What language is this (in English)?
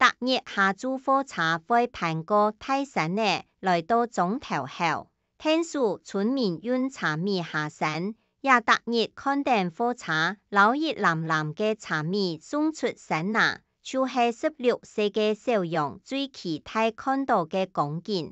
Hakka Chinese